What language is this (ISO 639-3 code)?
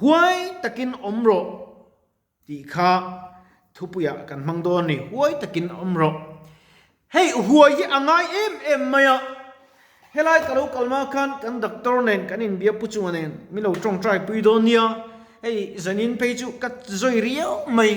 lus